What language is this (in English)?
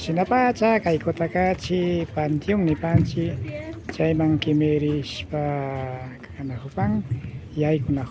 Imbabura Highland Quichua